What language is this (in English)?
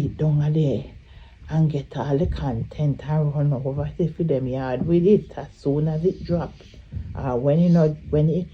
Jamaican Creole English